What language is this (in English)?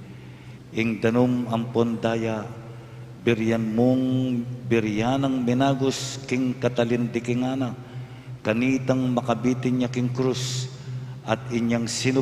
Pampanga